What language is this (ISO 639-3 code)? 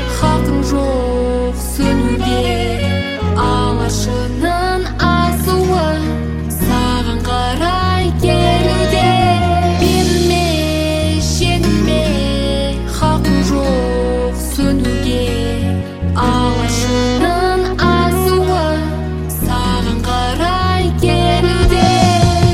kaz